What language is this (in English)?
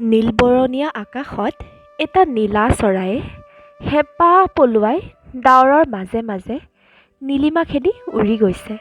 Assamese